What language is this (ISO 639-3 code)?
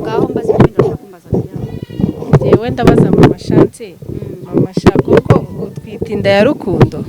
kin